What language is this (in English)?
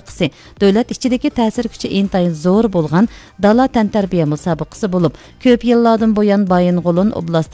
Uyghur